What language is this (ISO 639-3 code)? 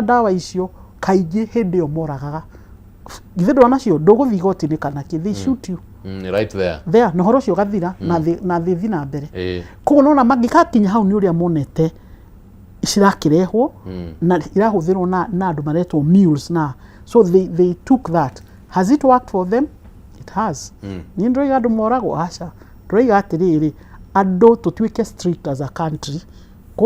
kik